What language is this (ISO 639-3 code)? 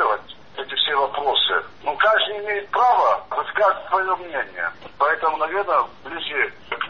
rus